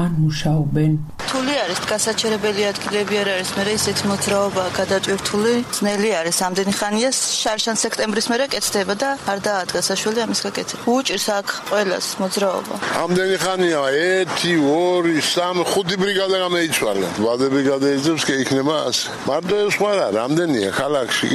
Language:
Georgian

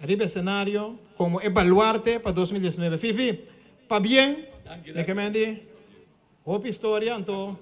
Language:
Papiamento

